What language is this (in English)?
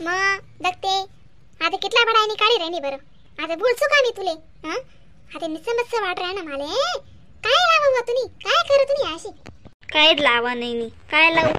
Khandesi